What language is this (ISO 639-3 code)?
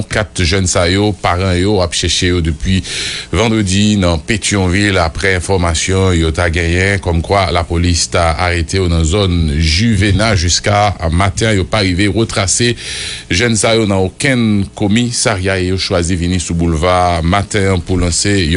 hat